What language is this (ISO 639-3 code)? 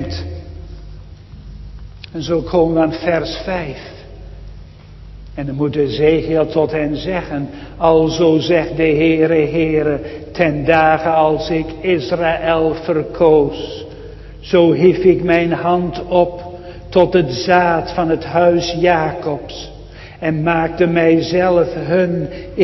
nld